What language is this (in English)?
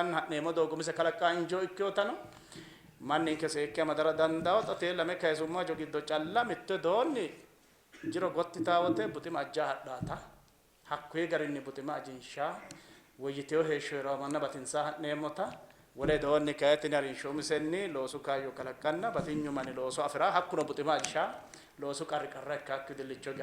Sidamo